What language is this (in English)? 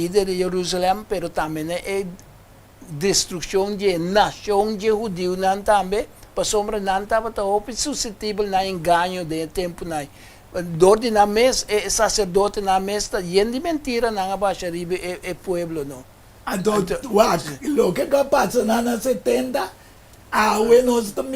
Papiamento